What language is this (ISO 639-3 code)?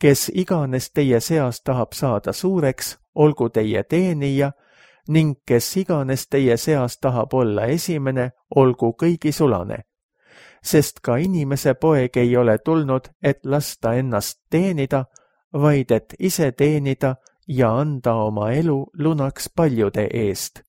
est